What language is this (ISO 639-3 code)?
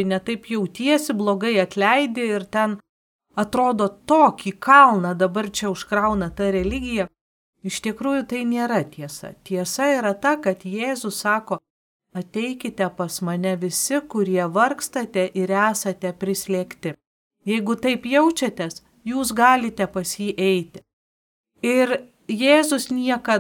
lit